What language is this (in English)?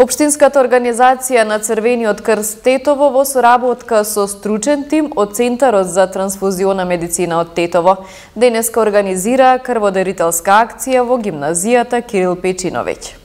Macedonian